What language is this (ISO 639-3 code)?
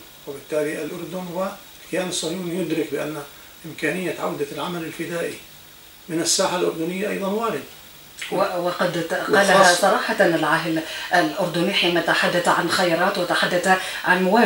ara